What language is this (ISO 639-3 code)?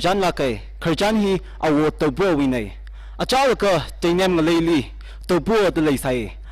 nmf